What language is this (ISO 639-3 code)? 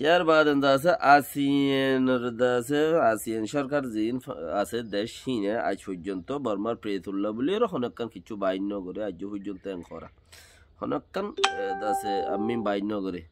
rhg